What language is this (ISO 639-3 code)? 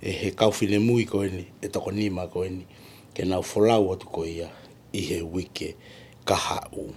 ton